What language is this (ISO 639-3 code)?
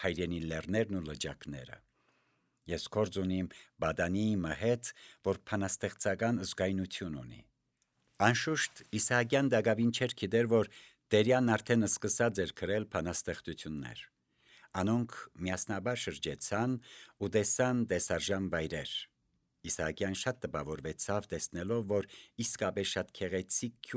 hye